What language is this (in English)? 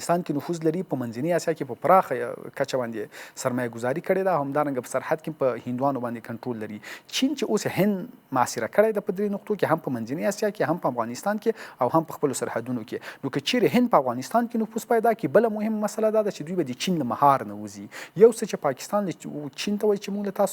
Pashto